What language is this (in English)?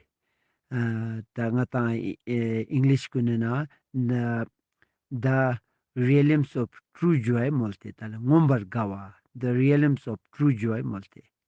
Ladakhi